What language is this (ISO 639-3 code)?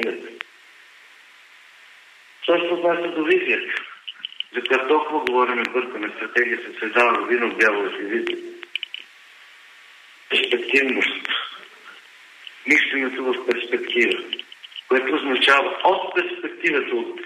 bul